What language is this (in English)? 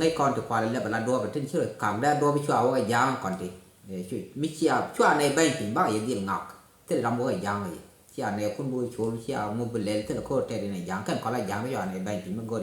Nuer